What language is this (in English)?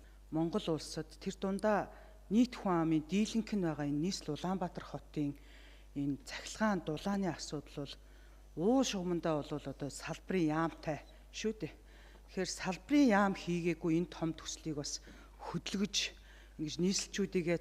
Mongolian